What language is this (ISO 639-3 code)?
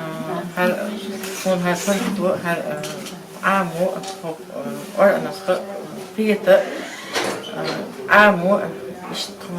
che